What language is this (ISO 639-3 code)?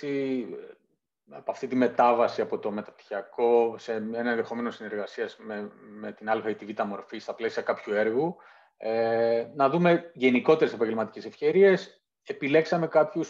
ell